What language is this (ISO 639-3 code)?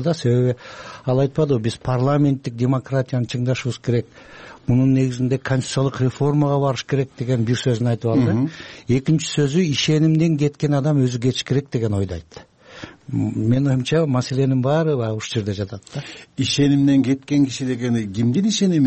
kir